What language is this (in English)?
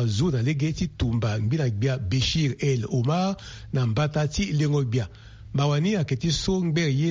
Sango